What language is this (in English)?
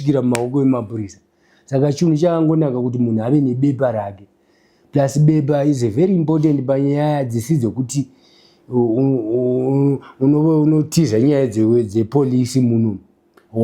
Shona